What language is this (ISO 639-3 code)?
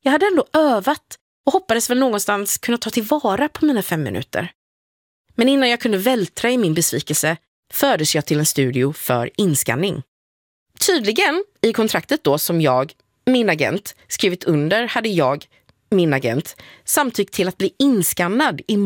swe